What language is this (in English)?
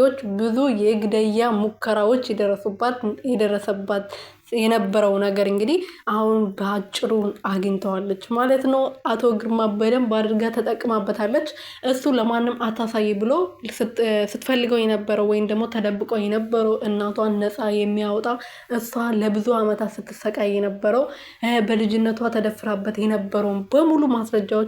Amharic